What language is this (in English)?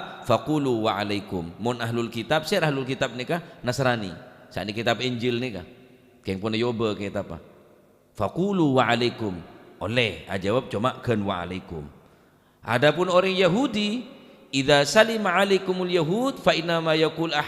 Madurese